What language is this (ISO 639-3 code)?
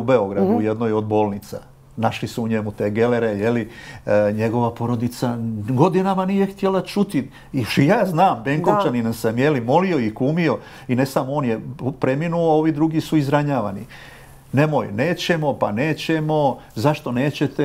hrv